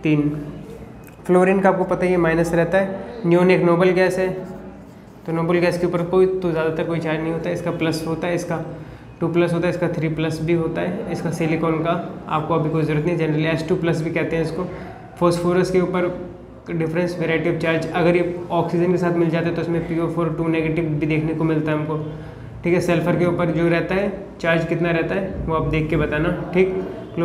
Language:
Hindi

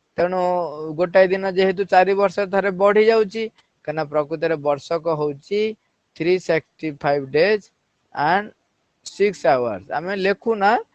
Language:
Odia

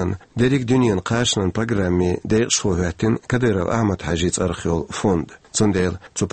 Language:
Chechen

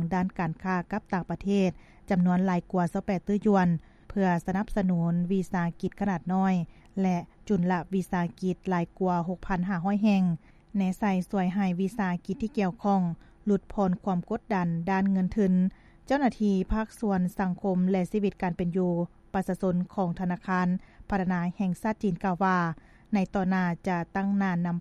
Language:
Lao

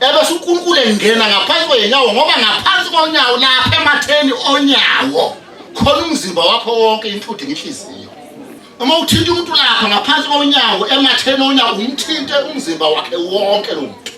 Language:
Zulu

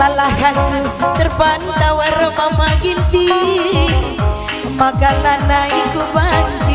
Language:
Batak Karo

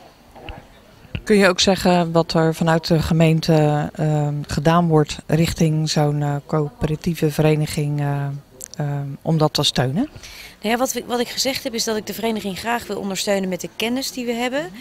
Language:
Dutch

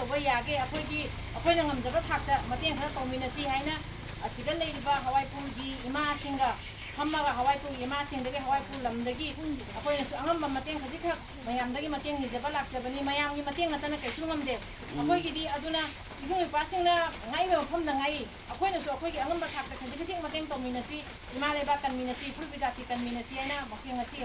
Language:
Manipuri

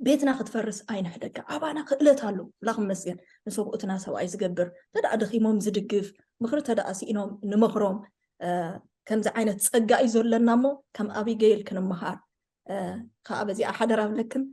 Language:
Tigrinya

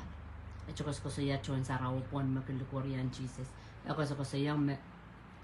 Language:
Pohnpeian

